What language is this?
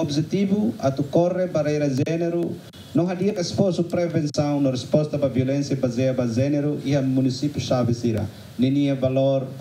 Tetum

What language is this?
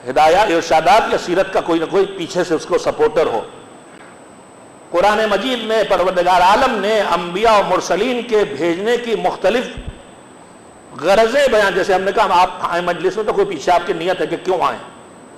Urdu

